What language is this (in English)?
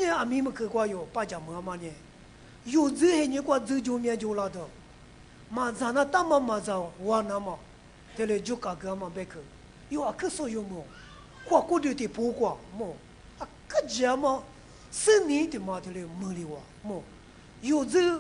Lisu